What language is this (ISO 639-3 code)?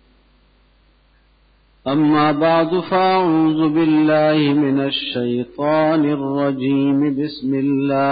urd